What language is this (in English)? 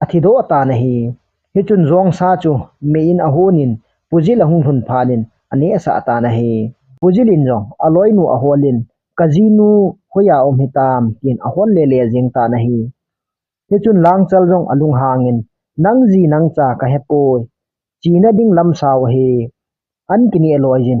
Thado Chin